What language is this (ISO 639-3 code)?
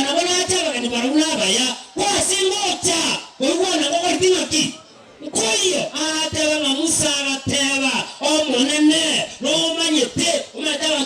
guz